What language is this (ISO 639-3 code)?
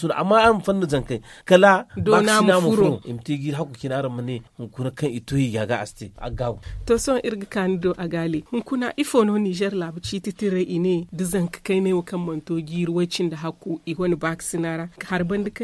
dje